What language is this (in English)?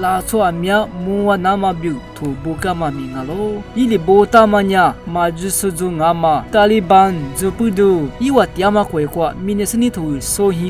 Lisu